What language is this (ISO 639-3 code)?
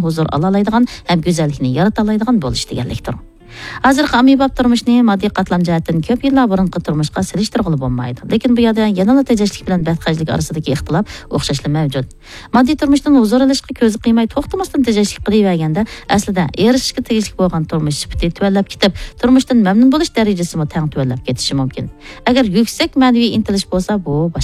uig